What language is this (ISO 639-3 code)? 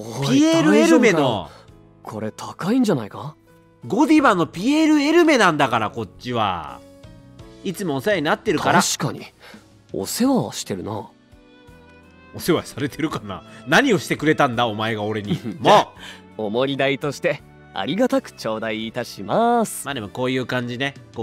jpn